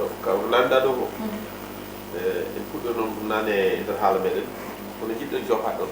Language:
Fula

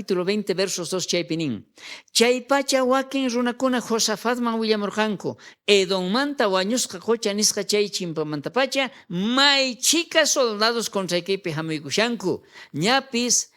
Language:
South Bolivian Quechua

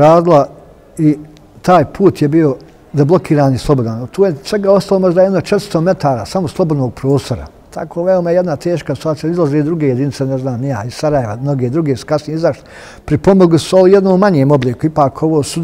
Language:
Bosnian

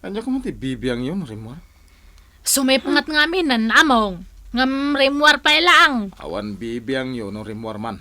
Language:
Iloko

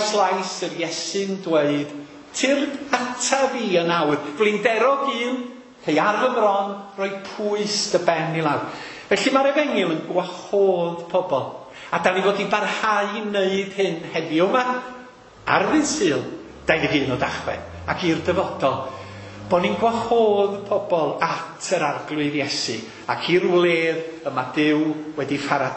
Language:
Welsh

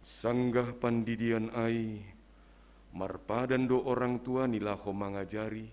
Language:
Batak Simalungun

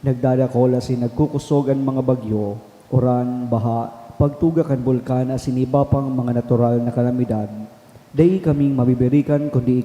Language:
Bikol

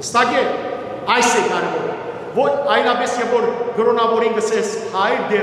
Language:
Western Armenian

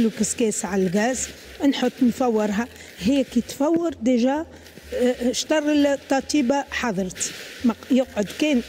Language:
Tunisian Arabic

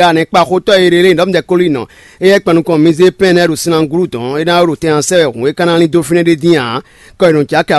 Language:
Fon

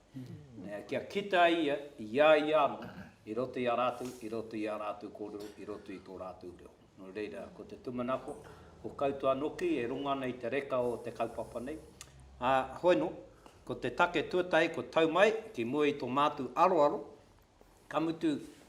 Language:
Māori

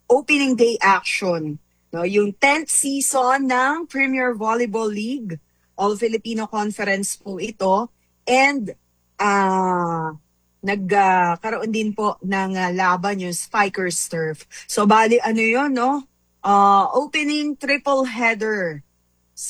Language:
Filipino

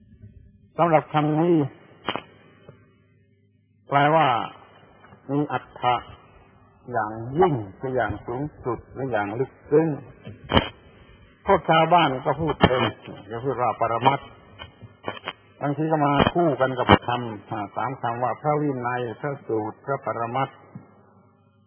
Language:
Thai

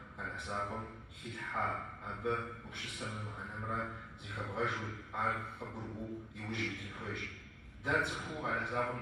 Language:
Kabardian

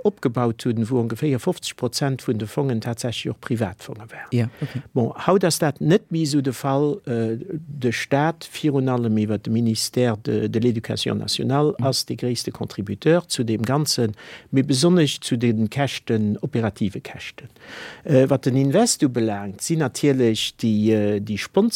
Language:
Luxembourgish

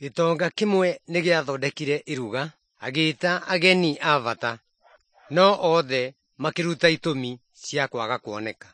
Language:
Kikuyu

